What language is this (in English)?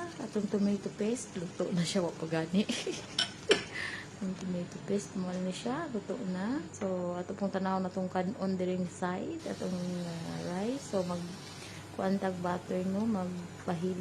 Cebuano